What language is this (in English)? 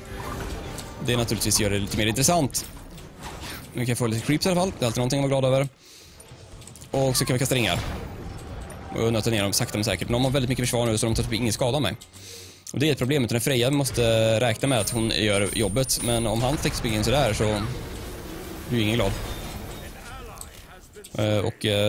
Swedish